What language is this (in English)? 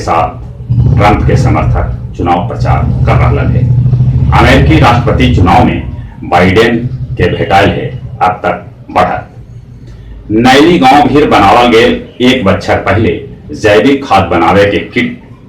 Magahi